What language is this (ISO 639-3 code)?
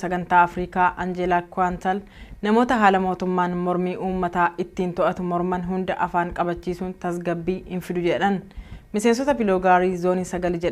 orm